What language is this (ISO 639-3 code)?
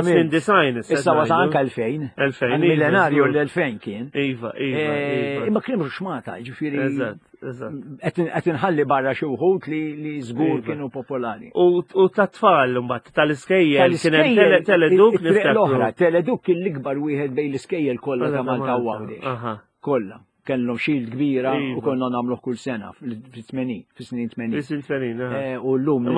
mlt